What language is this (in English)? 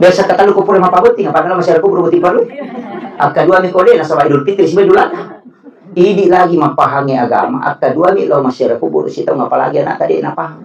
Buginese